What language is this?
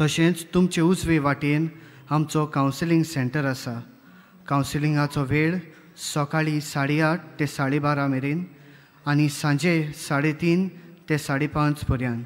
Konkani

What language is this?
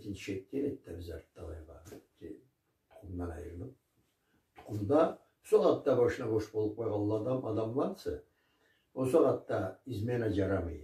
Karachay-Balkar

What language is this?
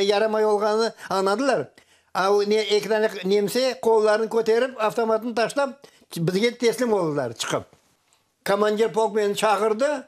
Crimean Tatar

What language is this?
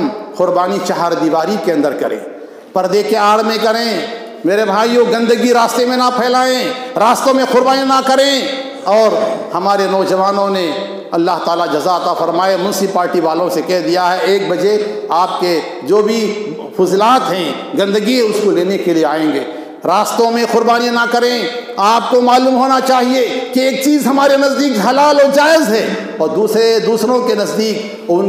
Urdu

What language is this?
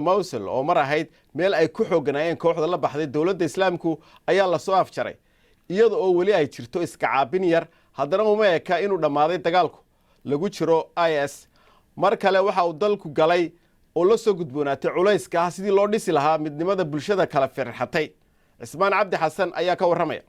Somali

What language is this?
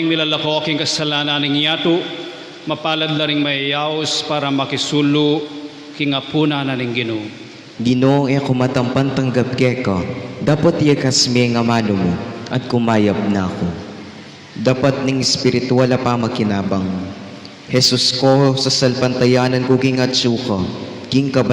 Pampanga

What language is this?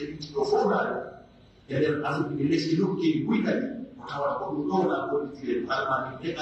Pular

